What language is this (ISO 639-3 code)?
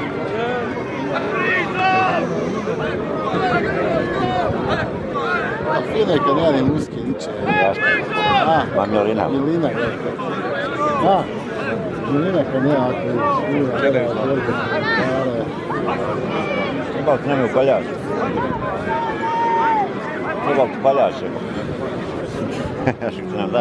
hrv